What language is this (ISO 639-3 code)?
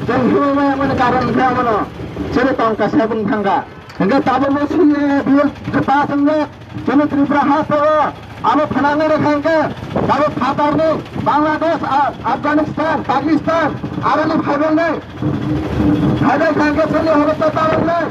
trp